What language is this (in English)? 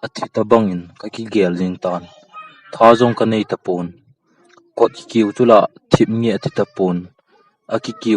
Thado Chin